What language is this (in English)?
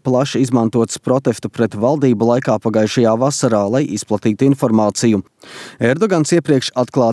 Latvian